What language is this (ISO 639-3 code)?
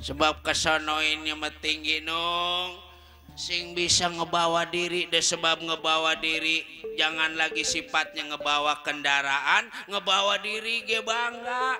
bew